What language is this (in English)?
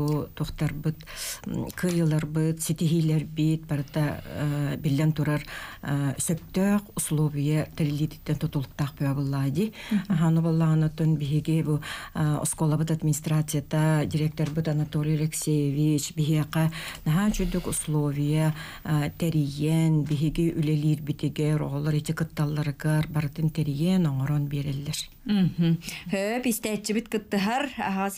Yakut